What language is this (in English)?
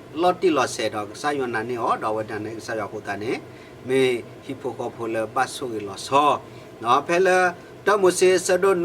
S'gaw Karen